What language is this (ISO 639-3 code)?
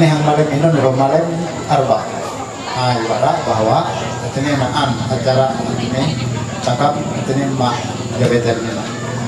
mhy